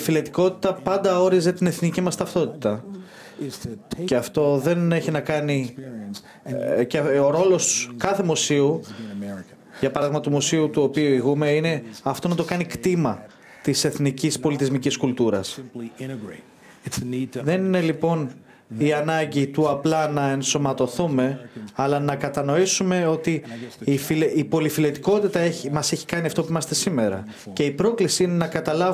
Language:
Greek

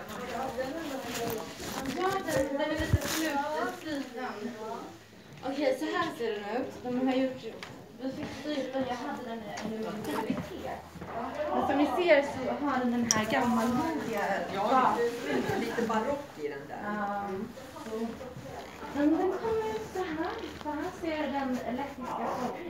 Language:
Swedish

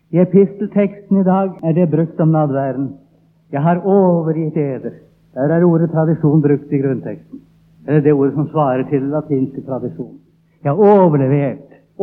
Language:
Norwegian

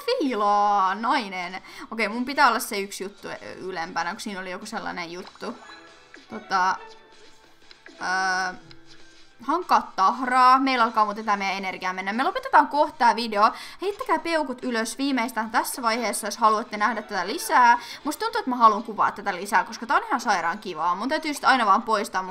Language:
Finnish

